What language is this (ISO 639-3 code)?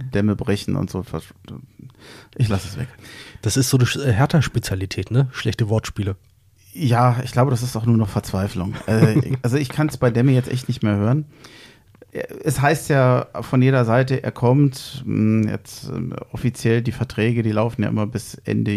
deu